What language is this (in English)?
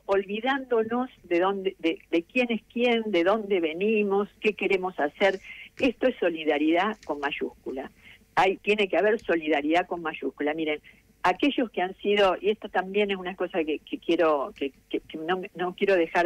Spanish